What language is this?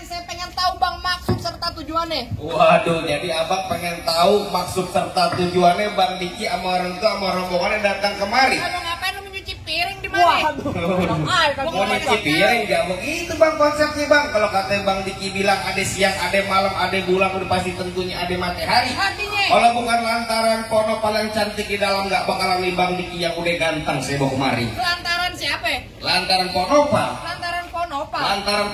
Betawi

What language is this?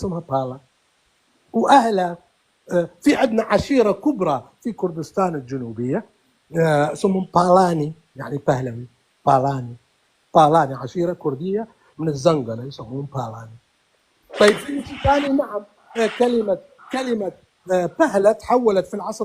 North Levantine Arabic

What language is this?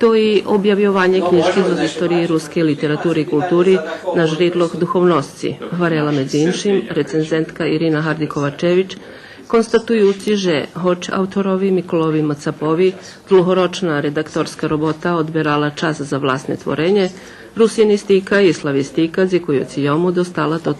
Rusyn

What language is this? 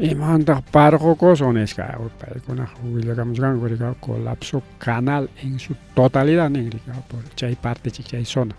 Ayacucho Quechua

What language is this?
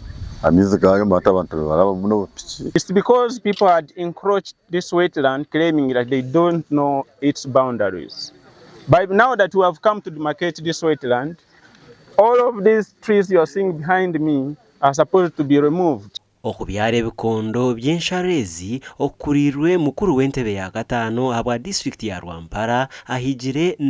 Nyankole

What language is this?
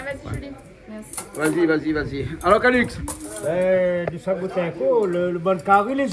Réunion Creole French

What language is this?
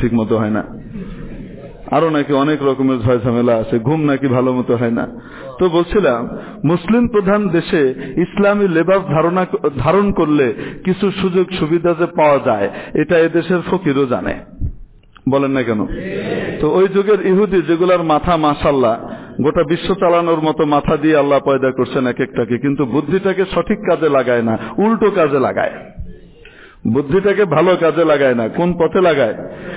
Bangla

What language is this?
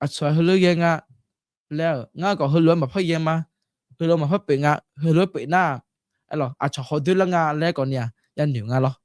Akha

